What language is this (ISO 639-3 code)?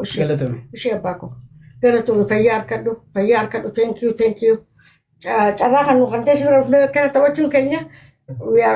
orm